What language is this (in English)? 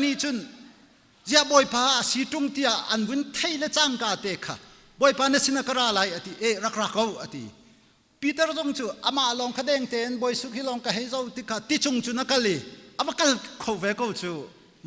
Hakha Chin